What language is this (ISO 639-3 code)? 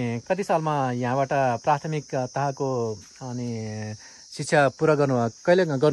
nep